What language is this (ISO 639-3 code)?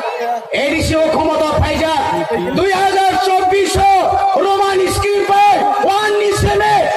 trp